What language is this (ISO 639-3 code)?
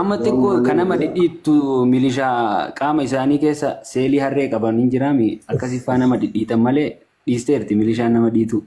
orm